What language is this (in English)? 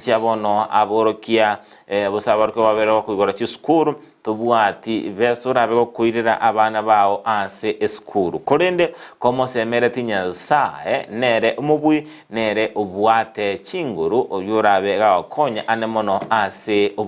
Gusii